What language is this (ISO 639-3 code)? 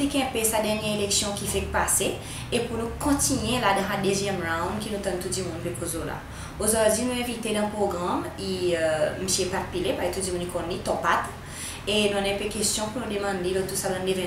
crs